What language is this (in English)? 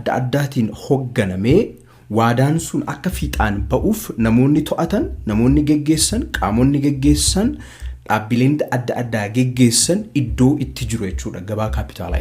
Oromo